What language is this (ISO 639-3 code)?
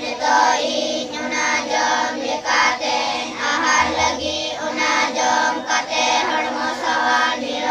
sat